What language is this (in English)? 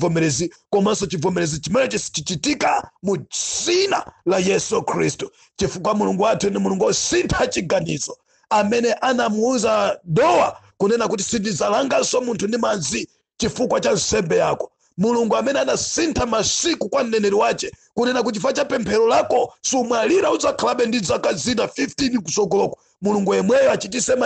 Nyanja